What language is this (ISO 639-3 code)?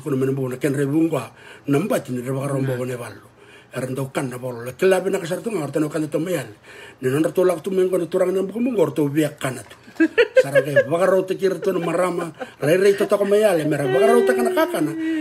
fij